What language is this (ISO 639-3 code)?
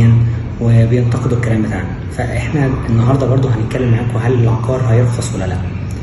arz